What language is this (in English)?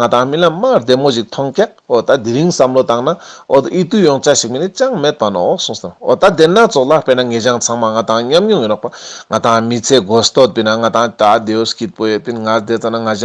Ladakhi